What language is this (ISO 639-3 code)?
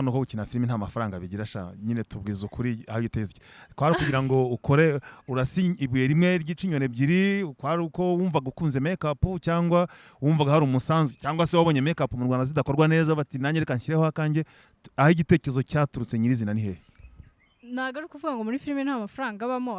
kin